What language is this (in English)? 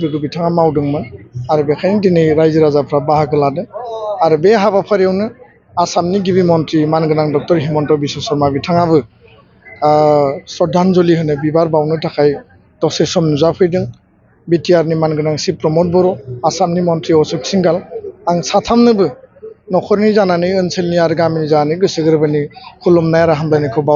Bodo